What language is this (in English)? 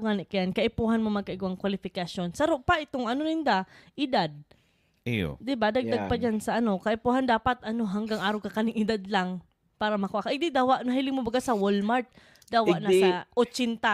Bikol